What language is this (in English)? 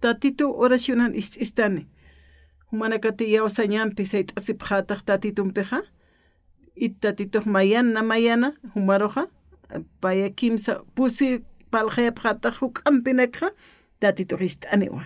Aymara